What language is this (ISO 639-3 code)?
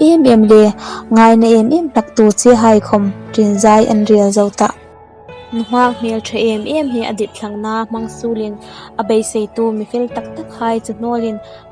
hmr